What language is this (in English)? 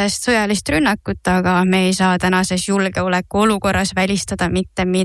Estonian